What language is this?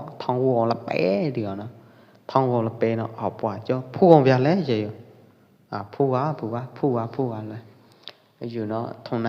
Pwo Eastern Karen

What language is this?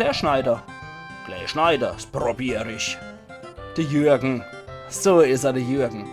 Palatine German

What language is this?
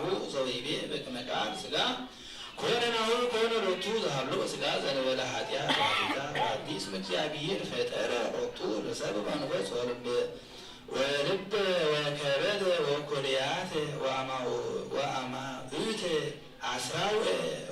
Geez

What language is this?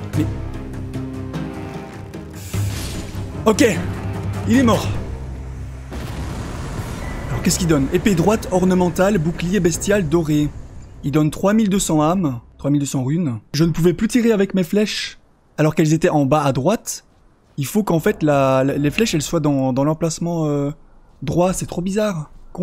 French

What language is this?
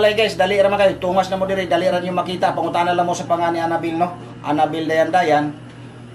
Cebuano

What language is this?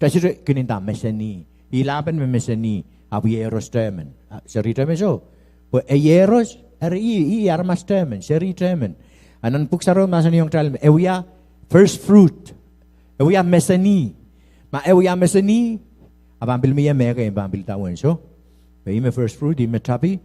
Pohnpeian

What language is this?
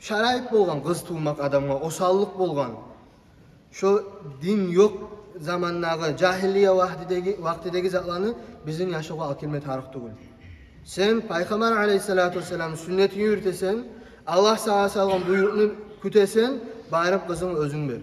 Kumyk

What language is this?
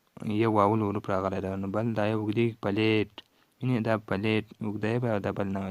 Pashto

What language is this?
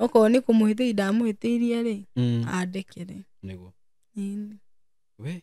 Kikuyu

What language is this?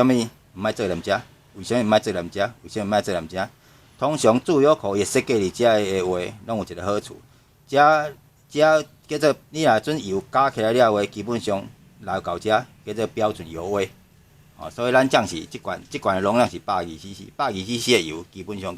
Min Nan Chinese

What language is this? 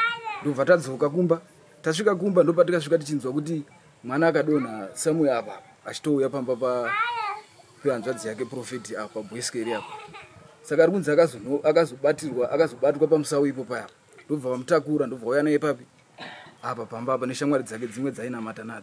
Shona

